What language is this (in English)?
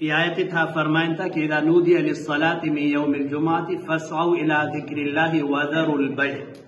Eastern Balochi